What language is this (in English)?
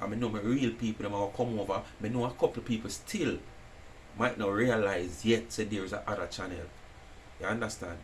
Jamaican Creole English